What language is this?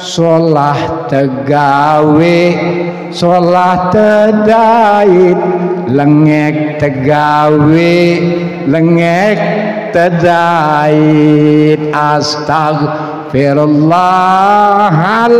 Sasak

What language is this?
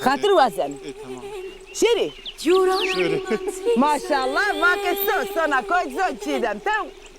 Zaza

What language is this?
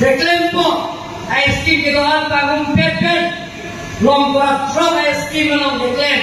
Karbi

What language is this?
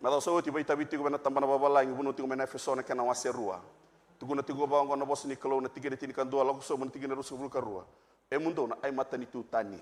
Fijian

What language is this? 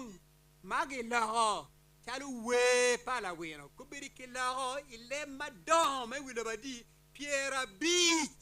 Acoli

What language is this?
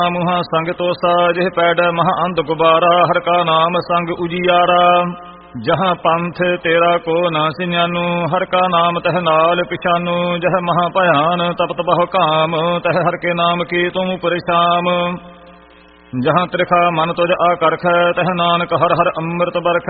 Punjabi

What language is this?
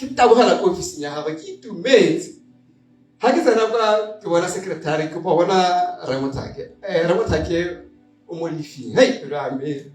Tswana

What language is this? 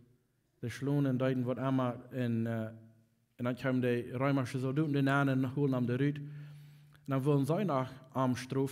Plautdietsch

